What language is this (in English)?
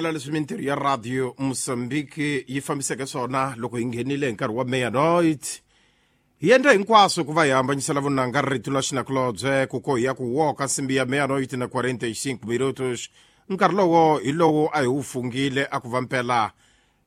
Tsonga